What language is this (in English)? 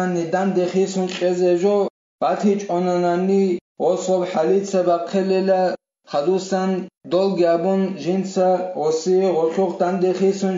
Avaric